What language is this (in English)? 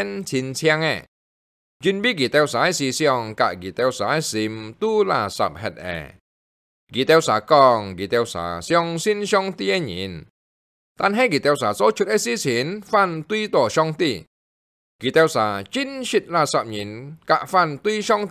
Hakka Chinese